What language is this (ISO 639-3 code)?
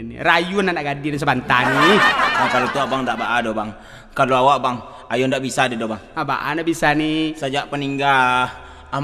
min